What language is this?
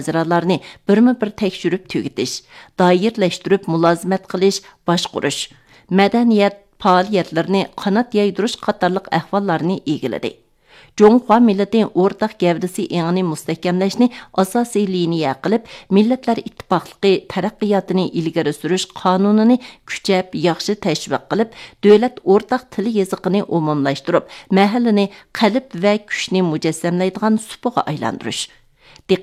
Uyghur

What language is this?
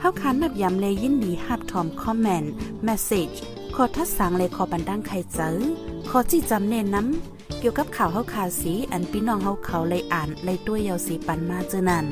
Shan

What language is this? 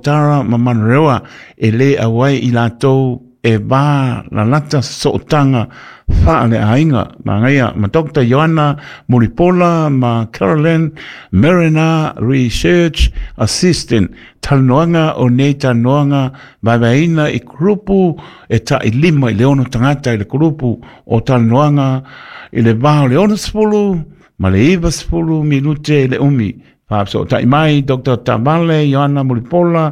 Samoan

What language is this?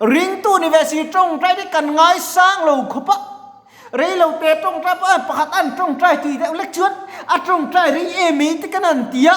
Mizo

